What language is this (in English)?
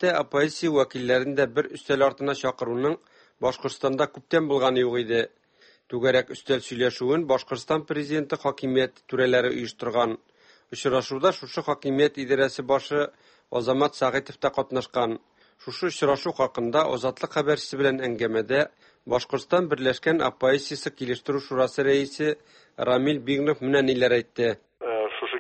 Tatar